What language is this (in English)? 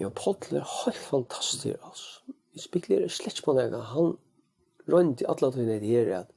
Faroese